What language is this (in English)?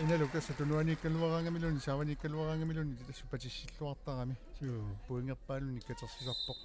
Kalaallisut